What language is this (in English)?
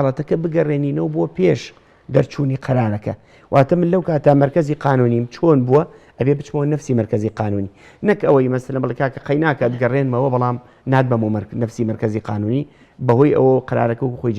Central Kurdish